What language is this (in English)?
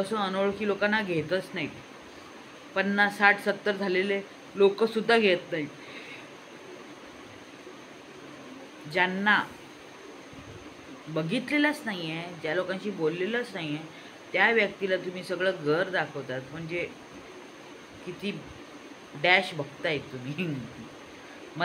Marathi